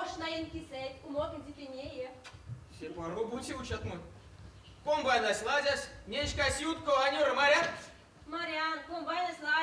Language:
Erzya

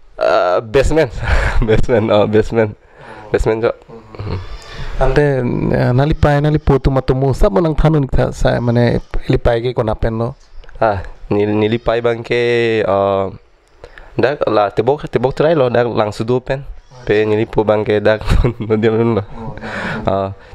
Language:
Karbi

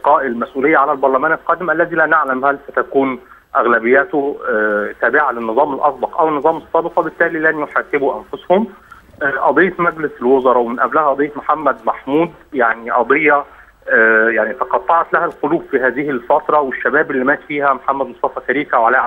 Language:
Egyptian Arabic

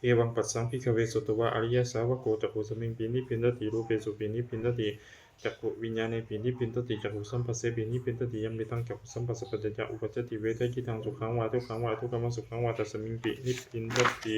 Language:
Pali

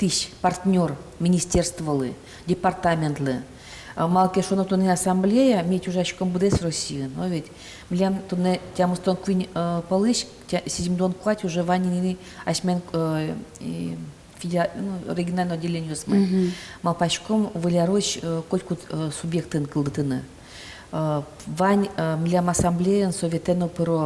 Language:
Udmurt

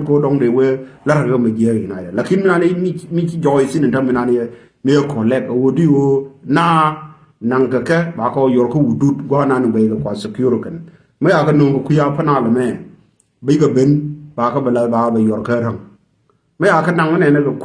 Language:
Nuer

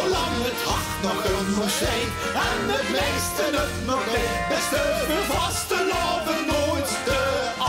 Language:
Limburgish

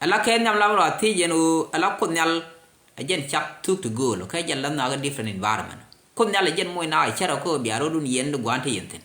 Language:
Nuer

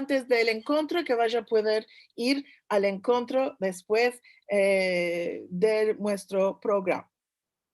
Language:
Ladino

